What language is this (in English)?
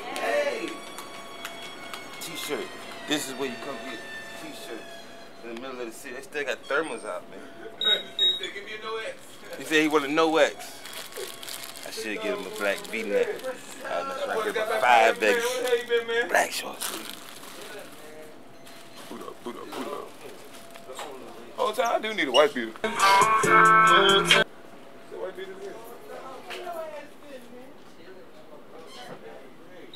English